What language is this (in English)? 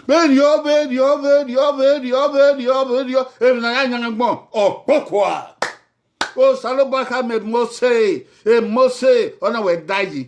Bini